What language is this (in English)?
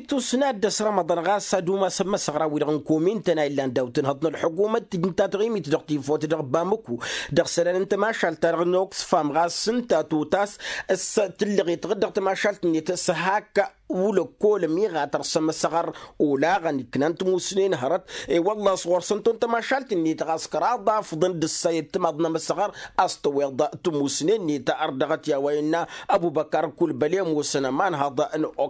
Tamasheq